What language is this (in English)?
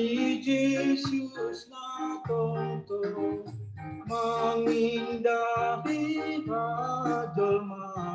Batak Simalungun